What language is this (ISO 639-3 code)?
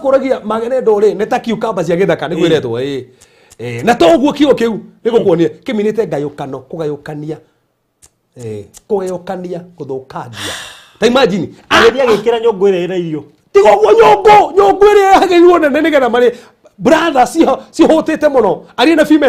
kik